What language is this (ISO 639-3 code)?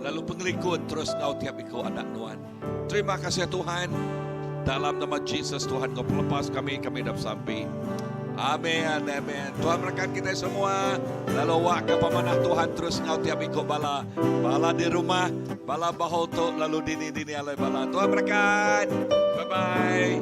iba